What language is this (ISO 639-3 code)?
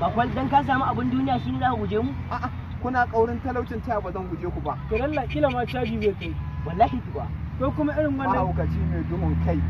hau